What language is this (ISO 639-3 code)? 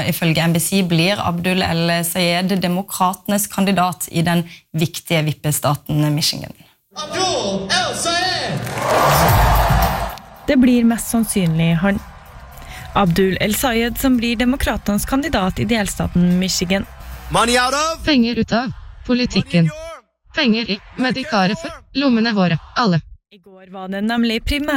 nor